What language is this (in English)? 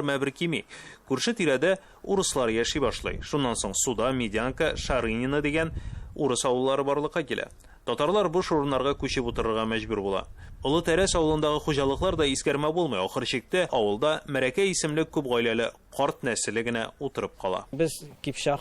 Tatar